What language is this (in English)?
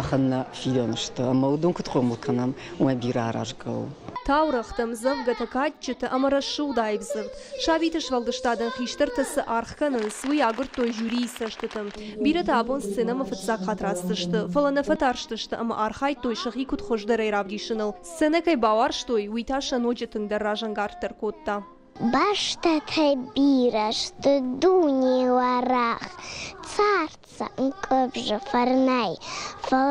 Ossetic